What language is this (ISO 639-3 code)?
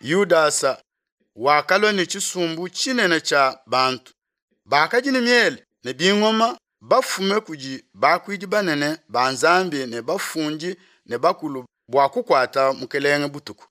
lua